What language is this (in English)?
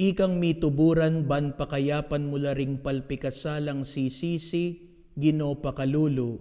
Pampanga